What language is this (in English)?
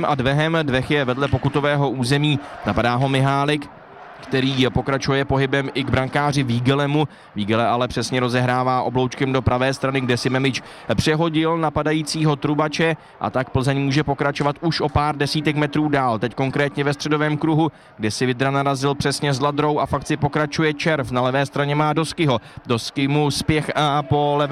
Czech